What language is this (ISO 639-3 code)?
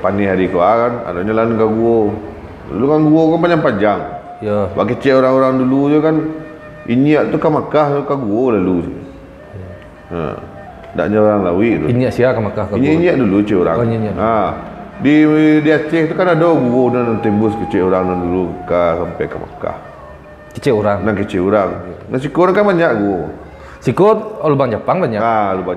min